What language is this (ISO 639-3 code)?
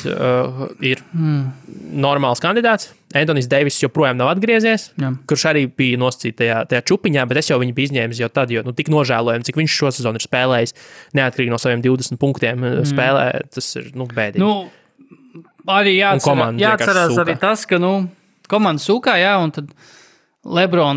lav